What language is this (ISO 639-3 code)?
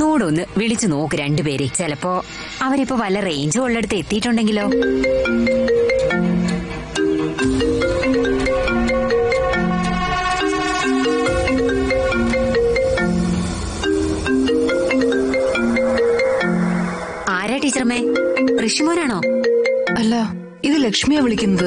mal